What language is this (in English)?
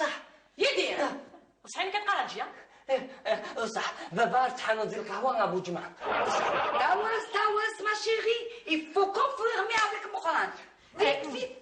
Kabyle